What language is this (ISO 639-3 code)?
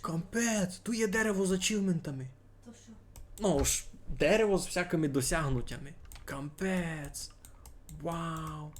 rue